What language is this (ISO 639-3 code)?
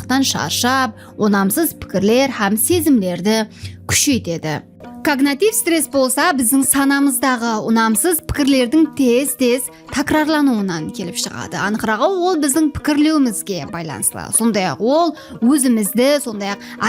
kaa